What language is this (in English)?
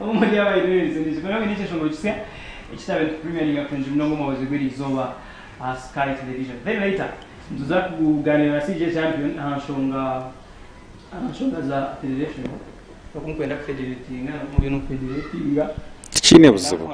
Nyankole